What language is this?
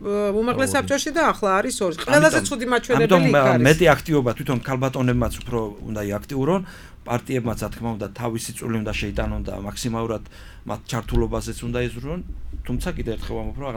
Georgian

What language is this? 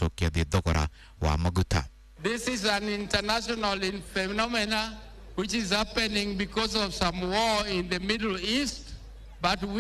Kikuyu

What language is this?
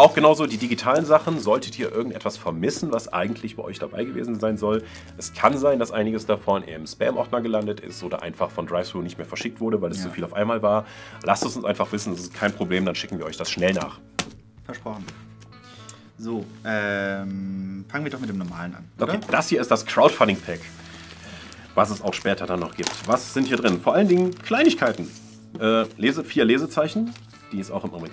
German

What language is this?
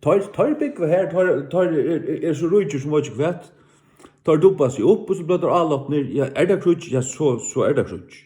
Faroese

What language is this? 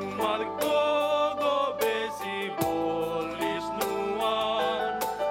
Batak Simalungun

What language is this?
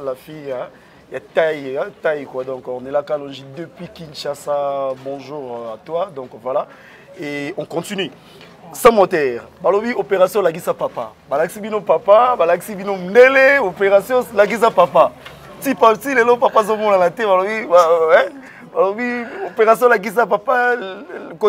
Lingala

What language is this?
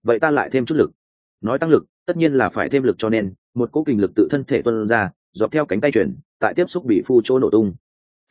Vietnamese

